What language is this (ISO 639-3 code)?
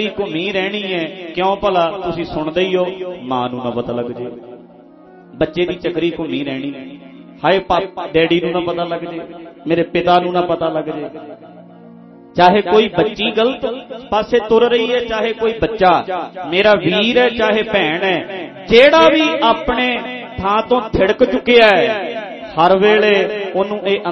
pan